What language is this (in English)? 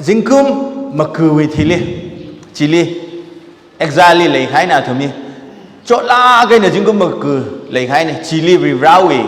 Tangkhul Naga (India)